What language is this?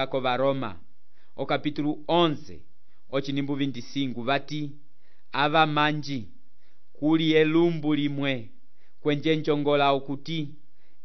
Umbundu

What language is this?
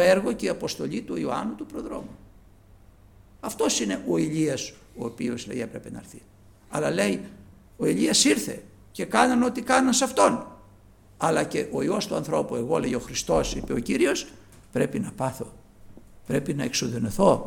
Greek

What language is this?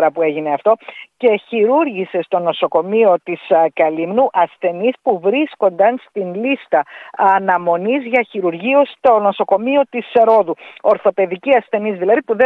Greek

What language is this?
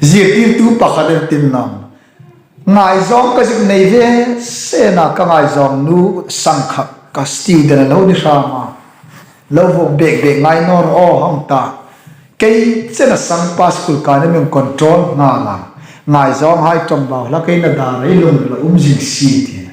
Hmar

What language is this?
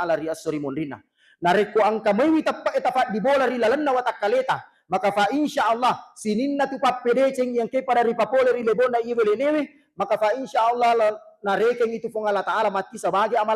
Buginese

